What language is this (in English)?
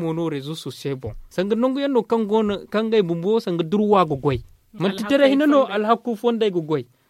Zarma